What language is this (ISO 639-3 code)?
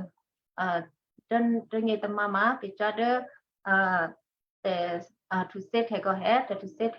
kyu